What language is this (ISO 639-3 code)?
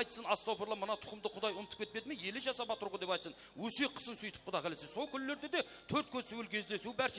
kaa